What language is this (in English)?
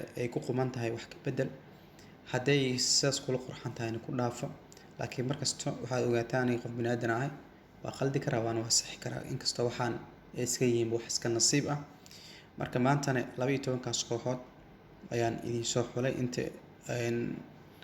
Somali